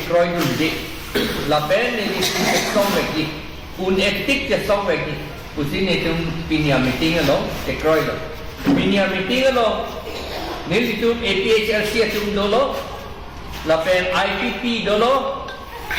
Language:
Karbi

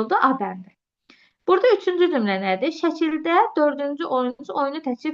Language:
Azerbaijani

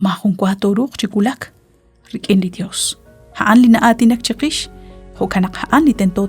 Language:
Kekchí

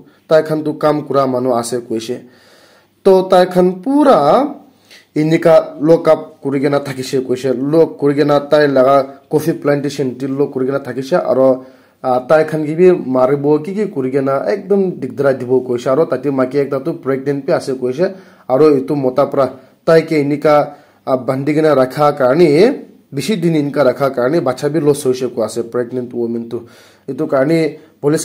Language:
Naga Pidgin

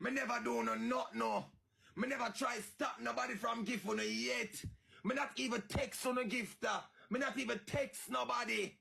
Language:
Jamaican Creole English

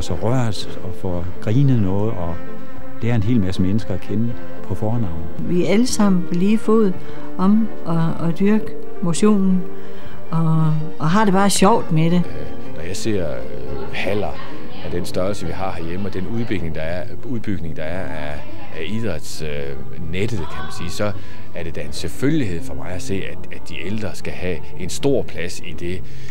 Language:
Danish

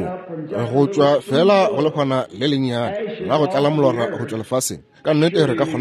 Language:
Northern Sotho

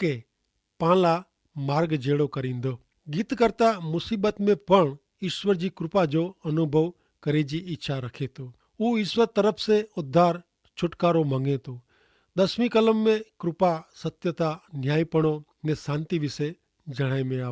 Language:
Kachhi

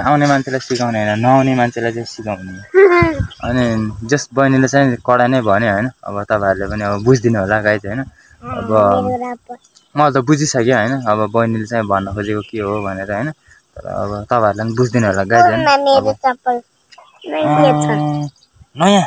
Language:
Nepali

